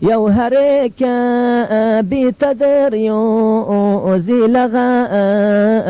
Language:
Zaza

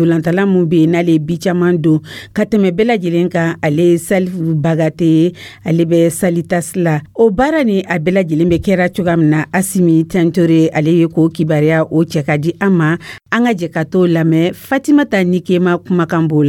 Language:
Dyula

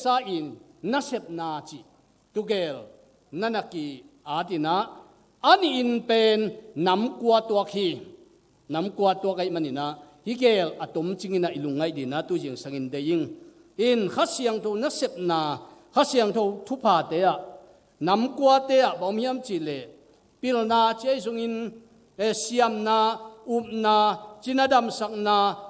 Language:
Tedim Chin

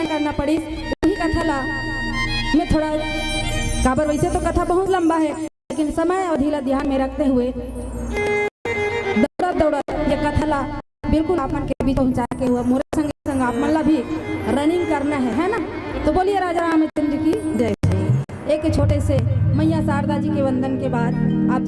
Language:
Chhattisgarhi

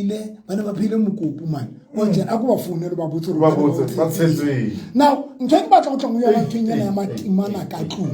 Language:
Southern Sotho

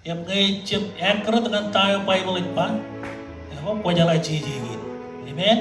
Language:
Marshallese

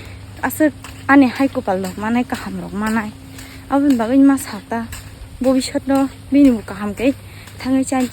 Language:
Kok Borok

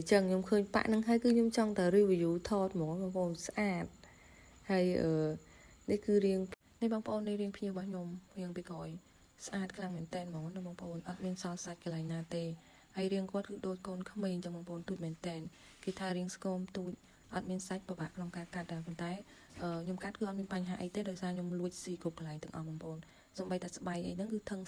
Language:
Khmer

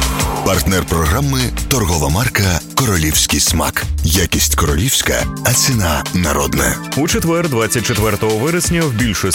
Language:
Ukrainian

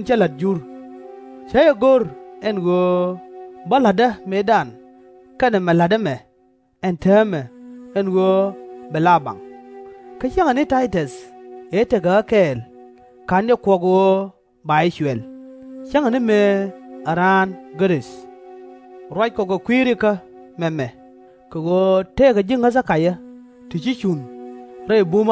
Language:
Nuer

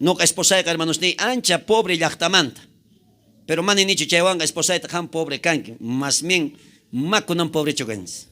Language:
South Bolivian Quechua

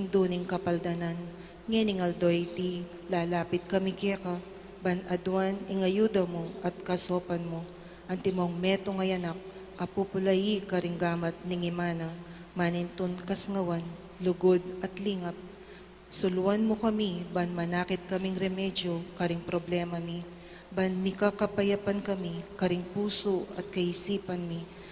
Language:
Pampanga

